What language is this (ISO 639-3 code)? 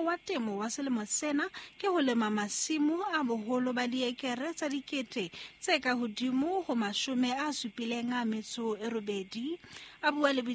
sot